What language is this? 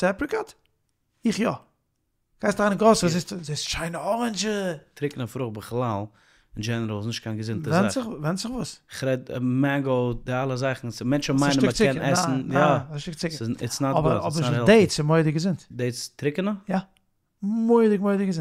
Yiddish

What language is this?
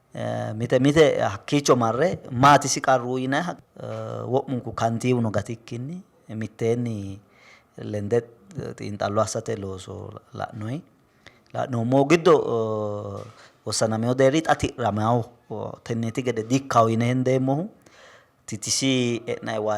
Sidamo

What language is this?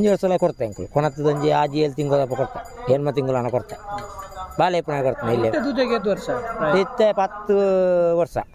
Tulu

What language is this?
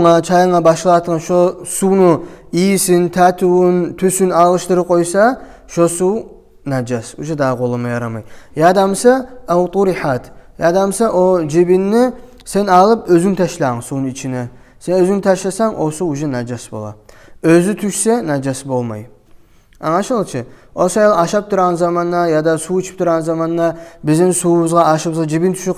Kumyk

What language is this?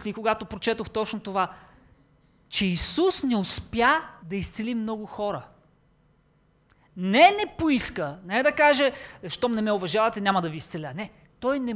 Bulgarian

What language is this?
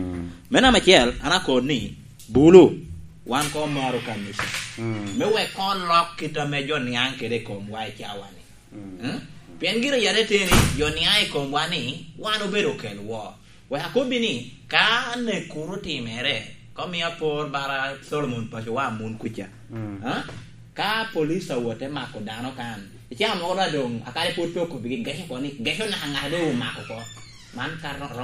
Lango (Uganda)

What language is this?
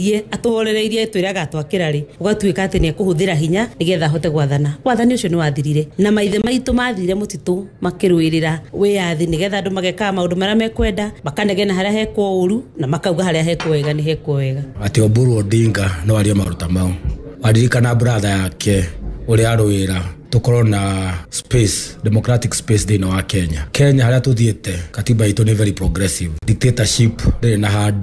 Kikuyu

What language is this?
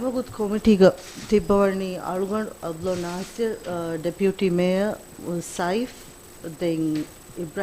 Divehi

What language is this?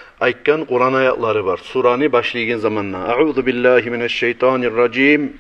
Kumyk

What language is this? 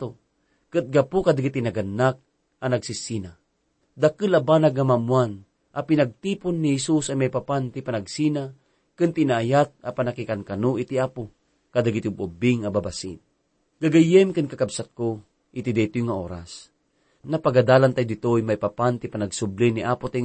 Iloko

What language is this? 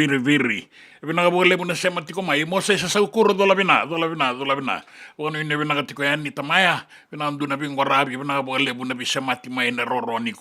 Fijian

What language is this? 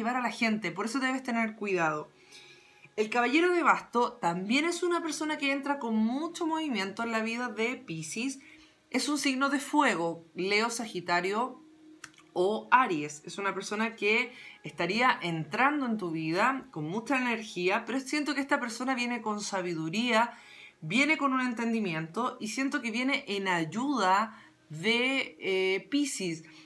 Spanish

